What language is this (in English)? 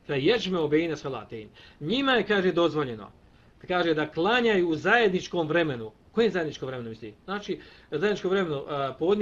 Bosnian